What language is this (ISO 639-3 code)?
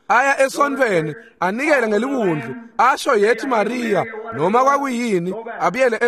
ssw